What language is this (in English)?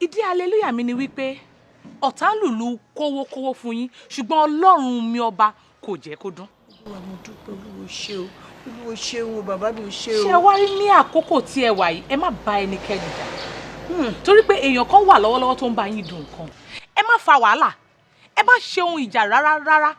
Yoruba